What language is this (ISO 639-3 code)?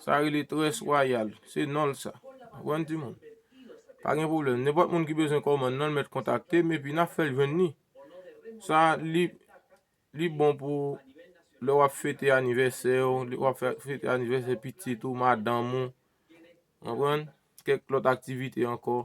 hat